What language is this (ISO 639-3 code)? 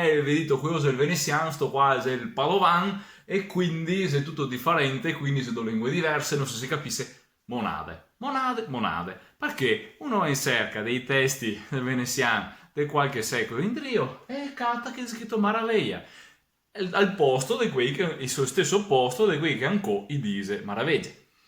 vec